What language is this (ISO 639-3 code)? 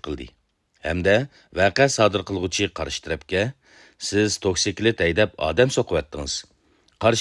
uig